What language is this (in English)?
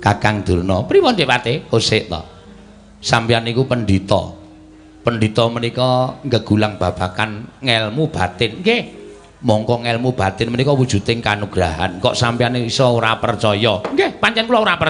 Javanese